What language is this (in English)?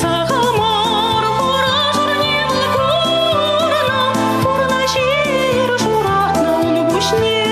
Chuvash